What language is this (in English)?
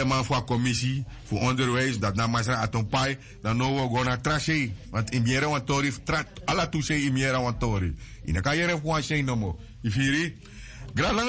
Sranan Tongo